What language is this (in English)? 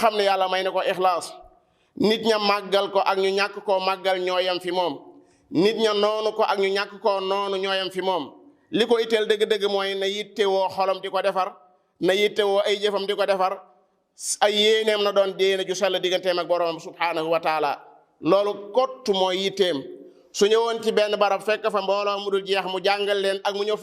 Wolof